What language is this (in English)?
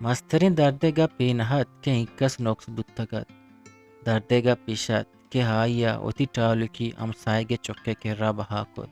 Eastern Balochi